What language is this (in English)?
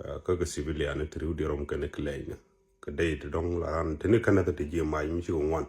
Nuer